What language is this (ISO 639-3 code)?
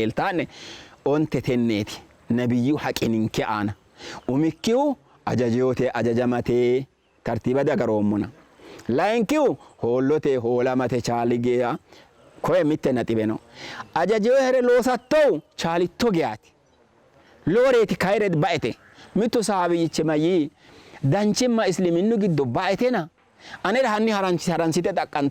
sid